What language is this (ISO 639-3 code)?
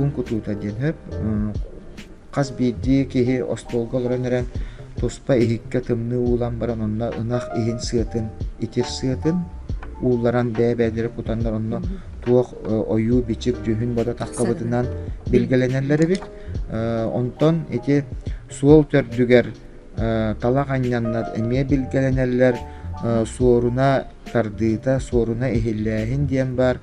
sah